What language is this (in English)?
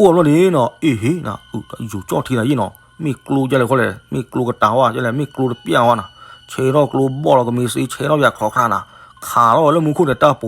S'gaw Karen